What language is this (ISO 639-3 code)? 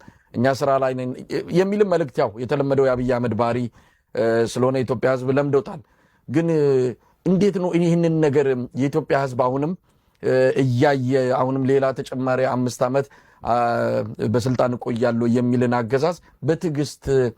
amh